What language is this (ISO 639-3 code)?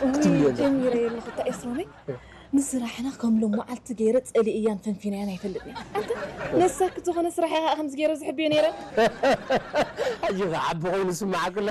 tir